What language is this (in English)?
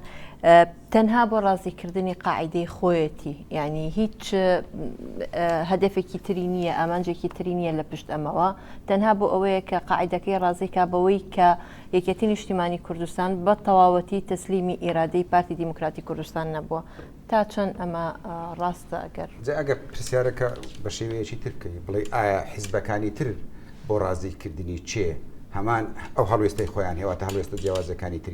Central Kurdish